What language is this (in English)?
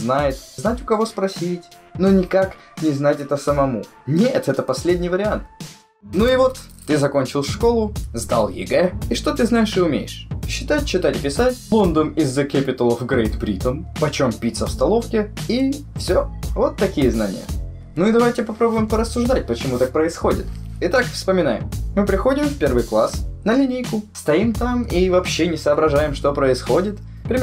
Russian